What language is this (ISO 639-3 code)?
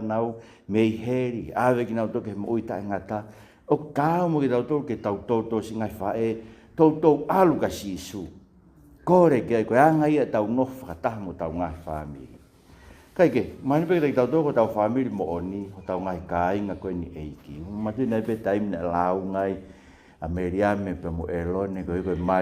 ton